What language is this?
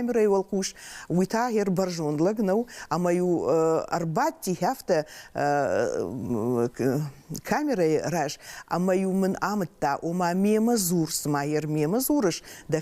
Ossetic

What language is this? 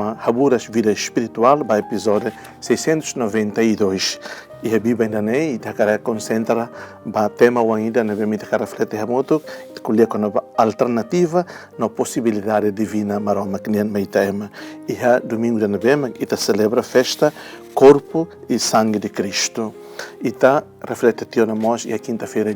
Tetum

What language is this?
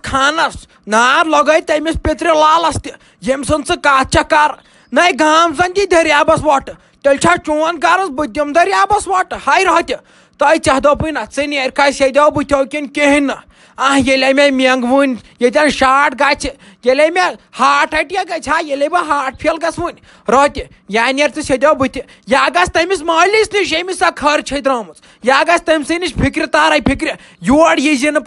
Kashmiri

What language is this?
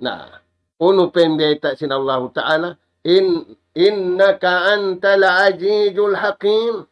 Tausug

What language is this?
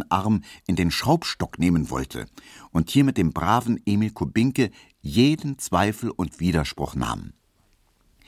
German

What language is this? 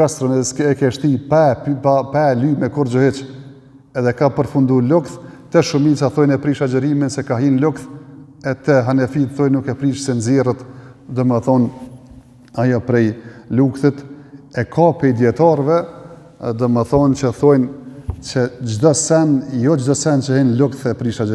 Albanian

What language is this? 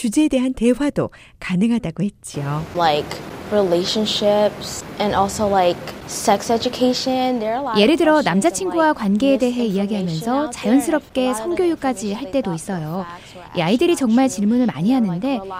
Korean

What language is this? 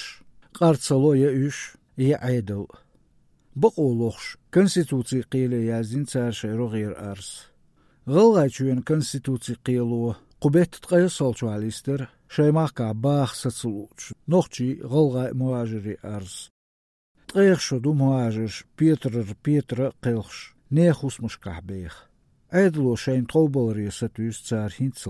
Chechen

